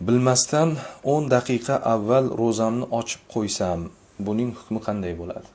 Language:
Uzbek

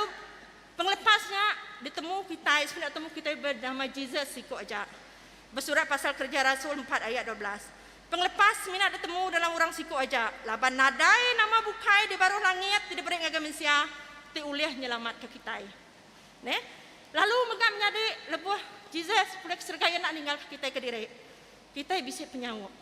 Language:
Iban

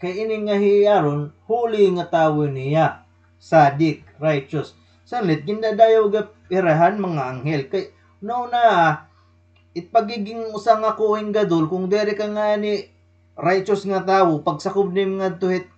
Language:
Waray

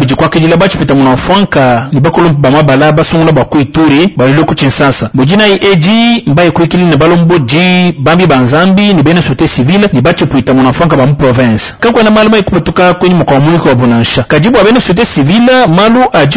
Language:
Luba-Lulua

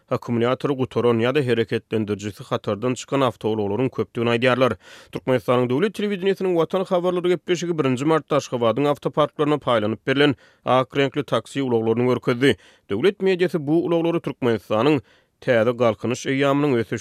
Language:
Turkmen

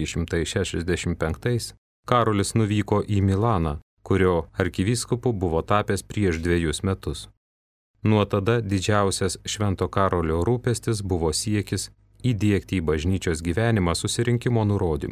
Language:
Lithuanian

